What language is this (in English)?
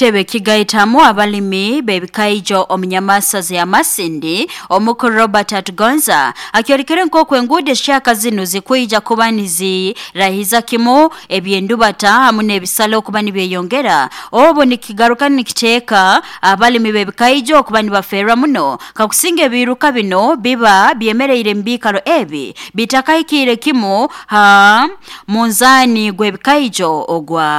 Nyoro